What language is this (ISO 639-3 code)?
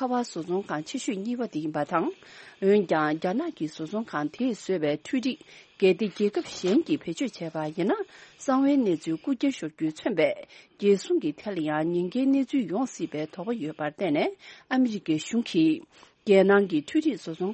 bod